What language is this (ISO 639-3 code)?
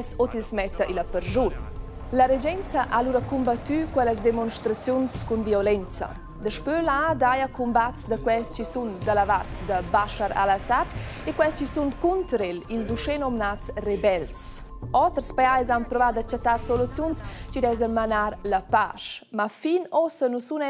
roh